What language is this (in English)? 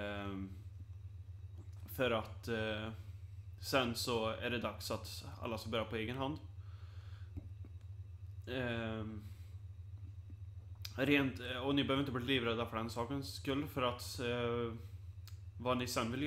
Swedish